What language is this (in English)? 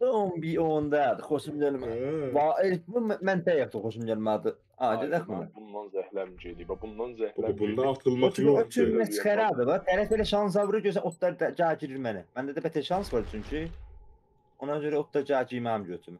South Azerbaijani